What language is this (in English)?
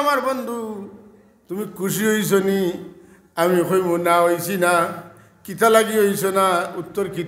Sylheti